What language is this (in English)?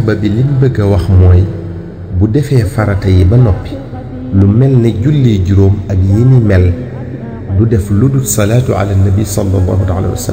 Wolof